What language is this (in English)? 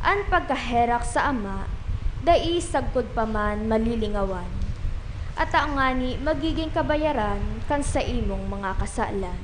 Bikol